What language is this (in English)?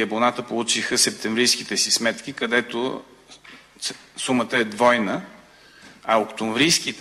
Bulgarian